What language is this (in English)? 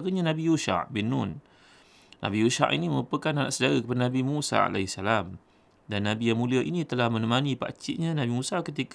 Malay